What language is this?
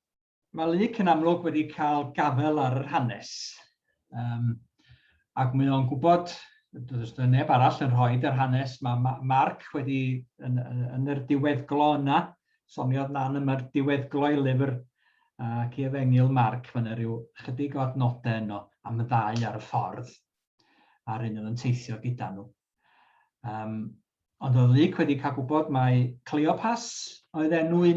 Welsh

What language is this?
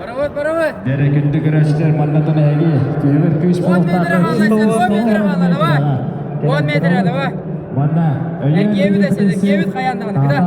Yakut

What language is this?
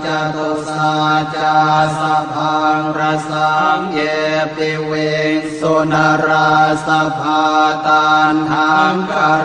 Pali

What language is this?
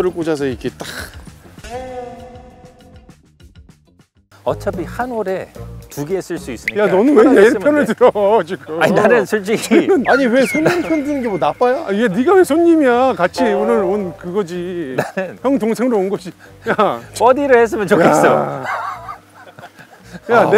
Korean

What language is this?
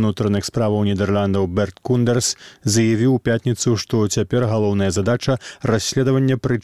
Belarusian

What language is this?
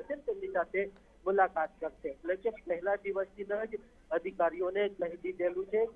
Gujarati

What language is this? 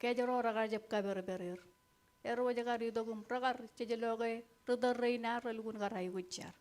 Marshallese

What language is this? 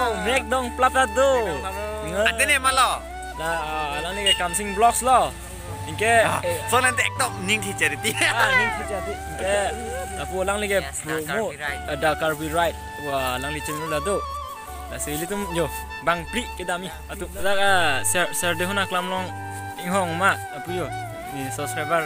Karbi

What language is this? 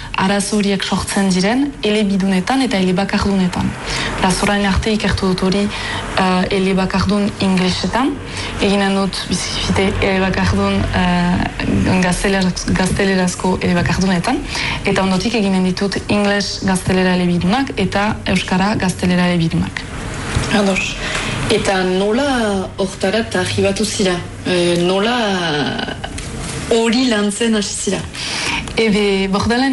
Basque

